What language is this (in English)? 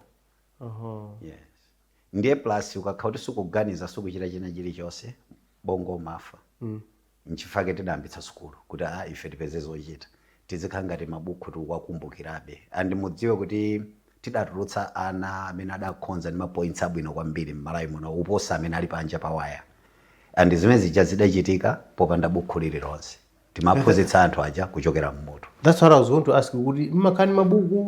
Nyanja